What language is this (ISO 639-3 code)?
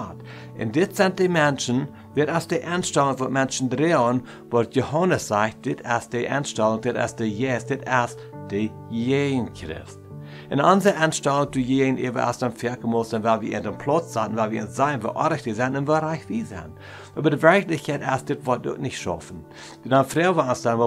pdt